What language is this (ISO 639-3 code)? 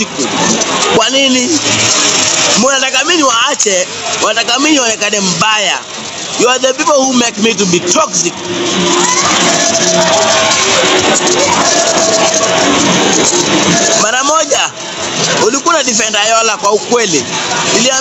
swa